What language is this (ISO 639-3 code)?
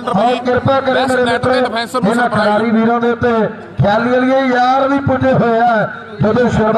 pan